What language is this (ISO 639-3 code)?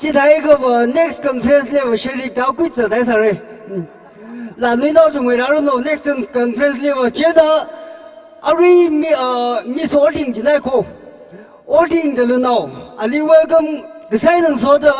nmf